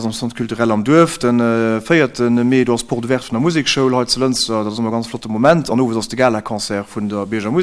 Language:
Luxembourgish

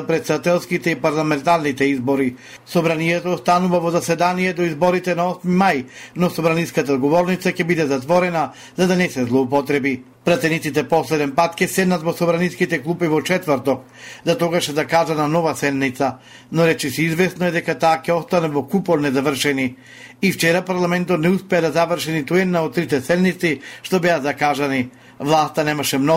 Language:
Macedonian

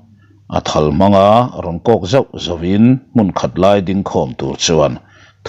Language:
Mizo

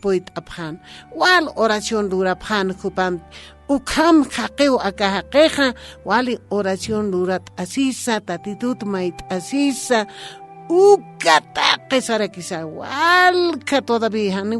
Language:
Aymara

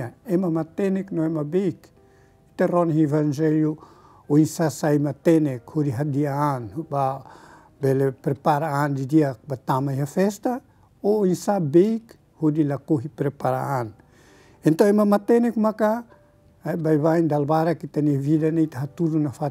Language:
Tetum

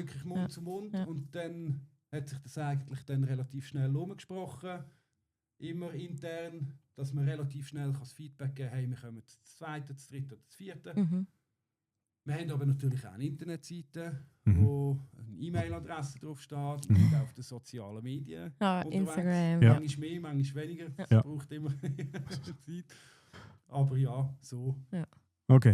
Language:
Swiss German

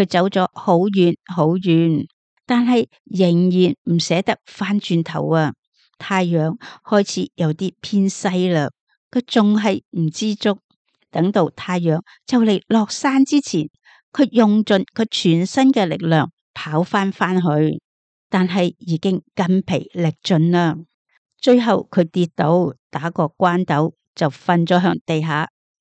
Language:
Cantonese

